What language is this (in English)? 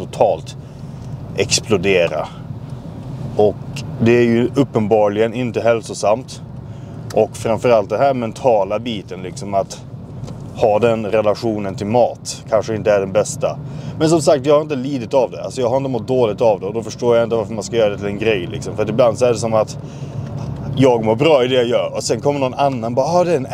Swedish